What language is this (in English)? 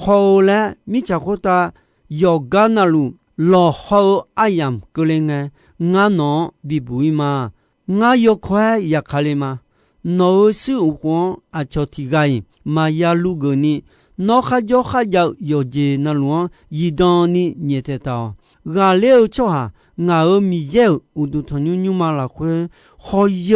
Akha